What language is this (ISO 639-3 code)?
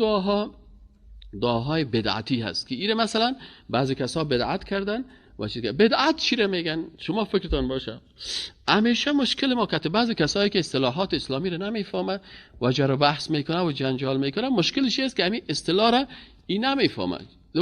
fas